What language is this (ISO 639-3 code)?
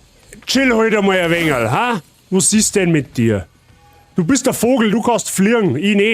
bar